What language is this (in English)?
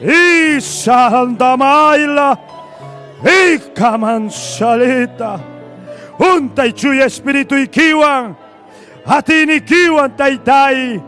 Ayacucho Quechua